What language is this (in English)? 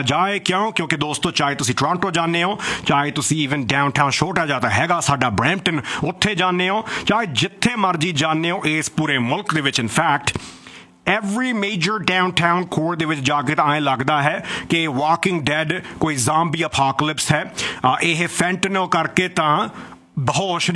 Punjabi